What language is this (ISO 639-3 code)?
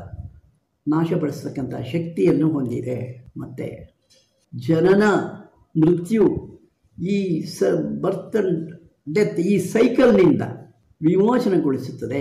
kan